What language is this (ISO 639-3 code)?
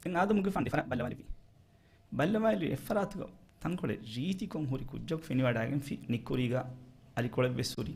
div